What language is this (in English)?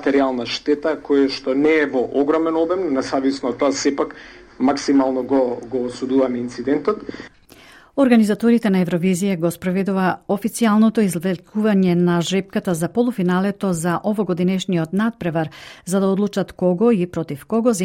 Macedonian